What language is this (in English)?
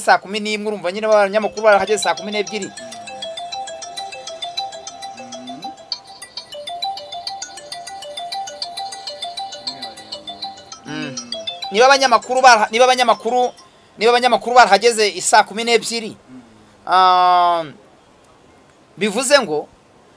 Kinyarwanda